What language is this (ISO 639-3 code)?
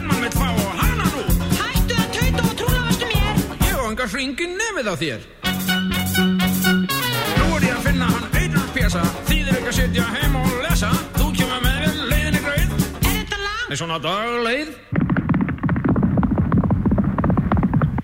isl